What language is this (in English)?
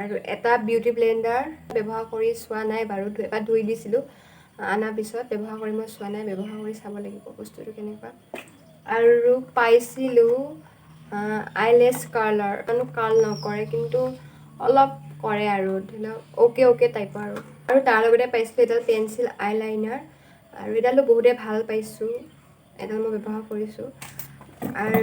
Assamese